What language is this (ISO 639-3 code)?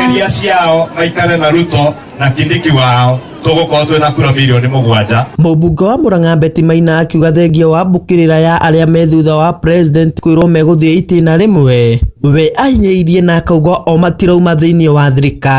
kik